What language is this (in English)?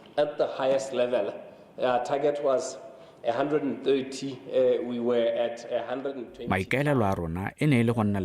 Tswana